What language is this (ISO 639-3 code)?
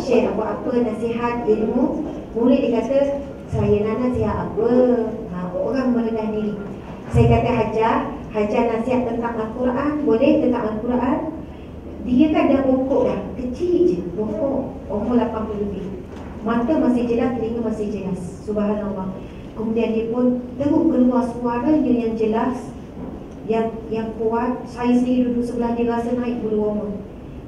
msa